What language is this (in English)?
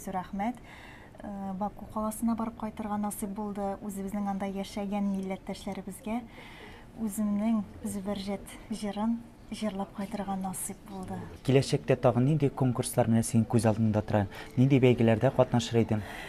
Tatar